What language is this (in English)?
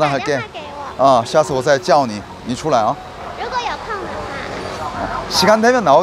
Korean